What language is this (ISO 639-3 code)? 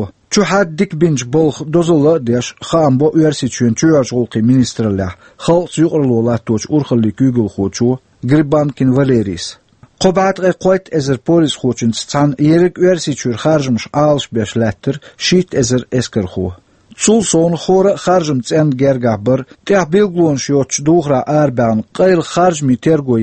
che